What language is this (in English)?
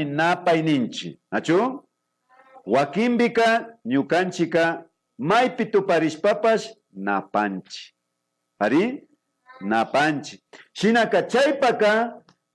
Imbabura Highland Quichua